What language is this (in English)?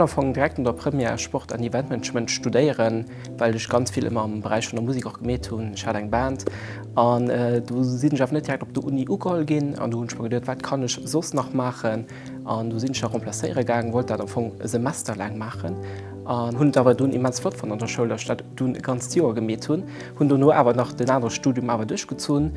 Luxembourgish